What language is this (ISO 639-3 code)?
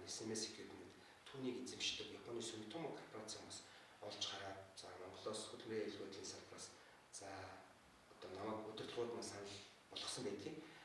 mon